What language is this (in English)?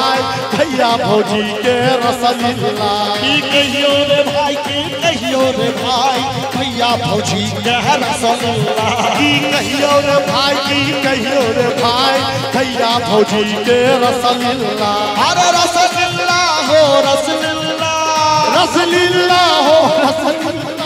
Maithili